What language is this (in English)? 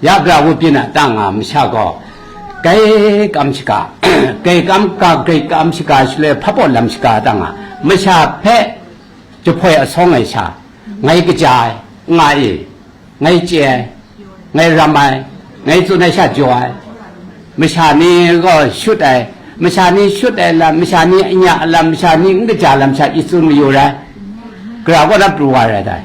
Kachin